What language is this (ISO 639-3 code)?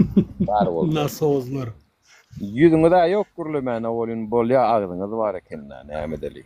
tuk